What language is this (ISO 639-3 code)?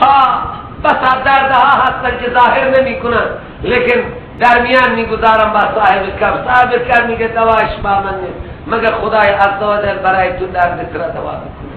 fas